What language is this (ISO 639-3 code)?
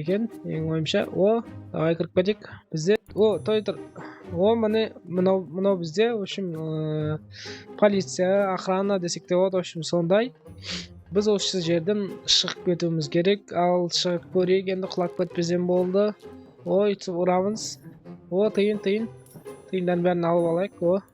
kaz